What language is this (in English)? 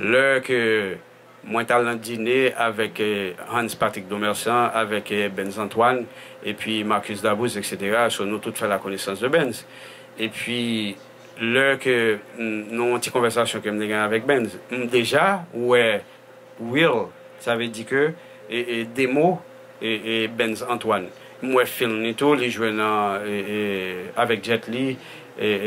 Haitian Creole